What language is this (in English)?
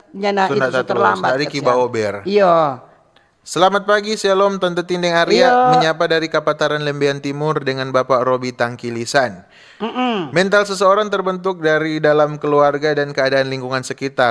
Manado Malay